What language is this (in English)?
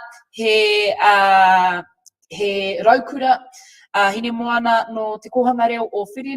Māori